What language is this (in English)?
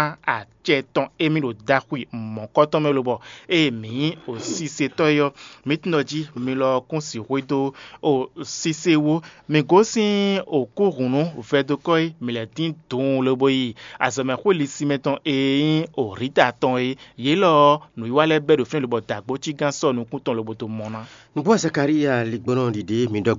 Fon